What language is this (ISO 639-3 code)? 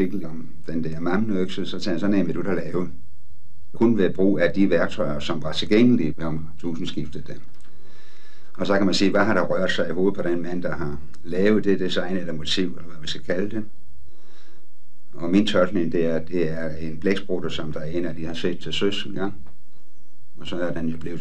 dan